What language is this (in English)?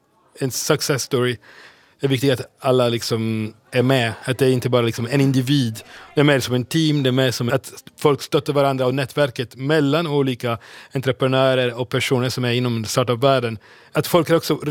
Swedish